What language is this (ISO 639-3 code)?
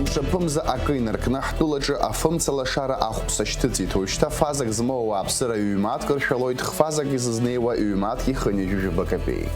abk